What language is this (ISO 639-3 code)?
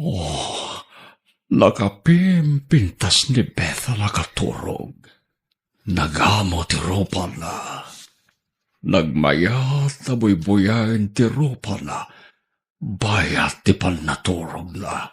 ilo